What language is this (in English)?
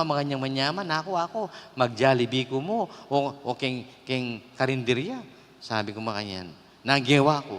Pampanga